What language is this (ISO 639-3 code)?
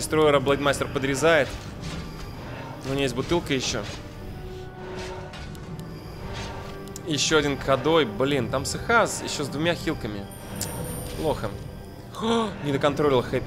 rus